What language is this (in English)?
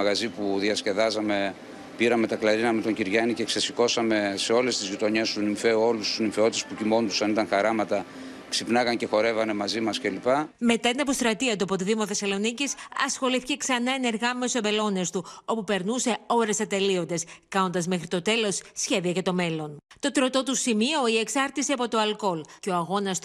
Greek